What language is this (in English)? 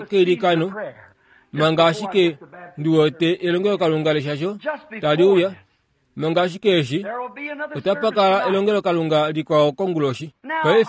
Kuanyama